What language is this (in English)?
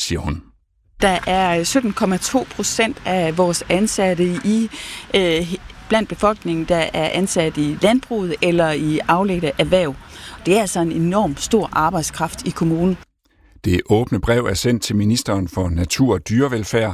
Danish